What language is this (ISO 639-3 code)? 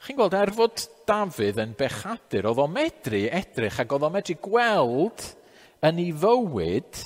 cym